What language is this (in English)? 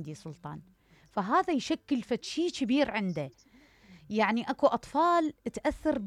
Mesopotamian Arabic